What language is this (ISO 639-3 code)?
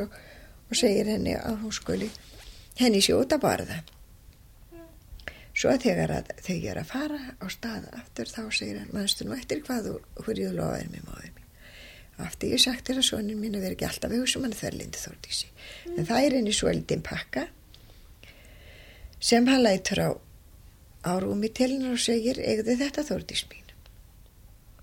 isl